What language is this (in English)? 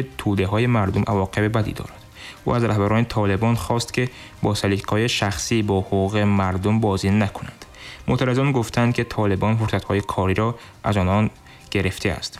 Tajik